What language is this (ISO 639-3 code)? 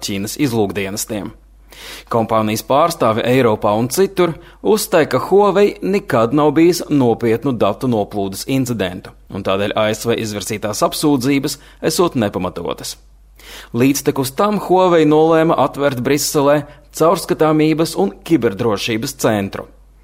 lav